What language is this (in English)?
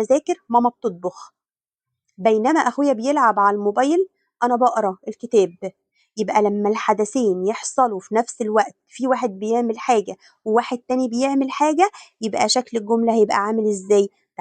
Egyptian Arabic